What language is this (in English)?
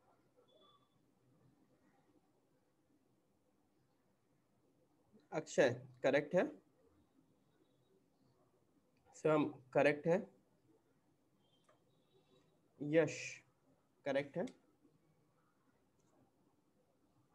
Hindi